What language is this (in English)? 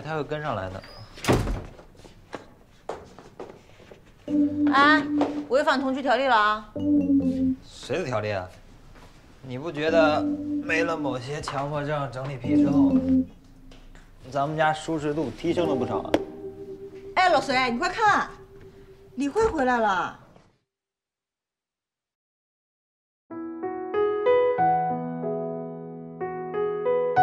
Chinese